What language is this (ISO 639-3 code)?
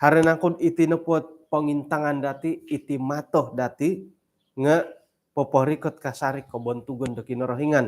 dtp